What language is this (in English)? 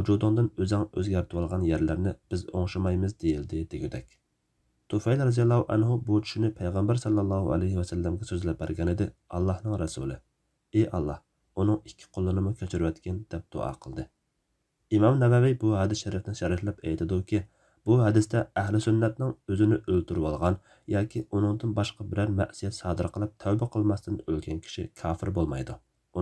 Uyghur